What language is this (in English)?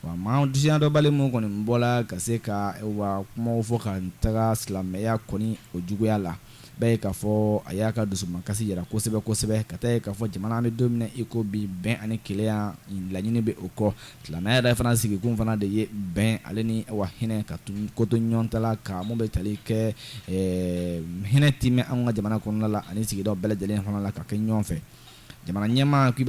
Bambara